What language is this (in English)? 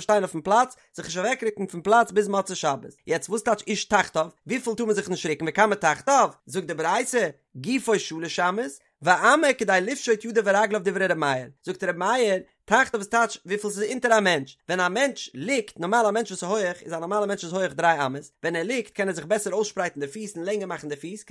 Yiddish